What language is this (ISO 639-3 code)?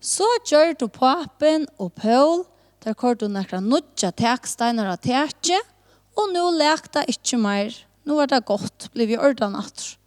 fao